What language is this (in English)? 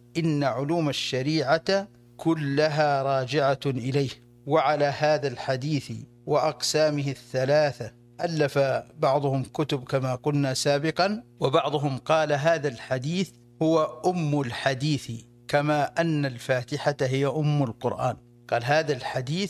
Arabic